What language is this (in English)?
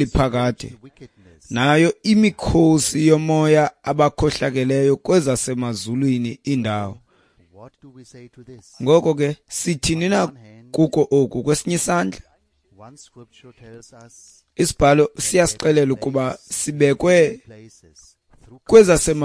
Xhosa